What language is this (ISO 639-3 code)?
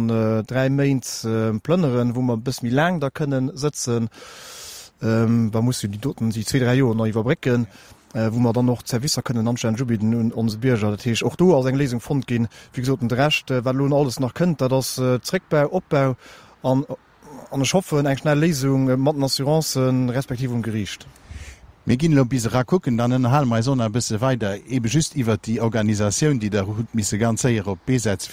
ltz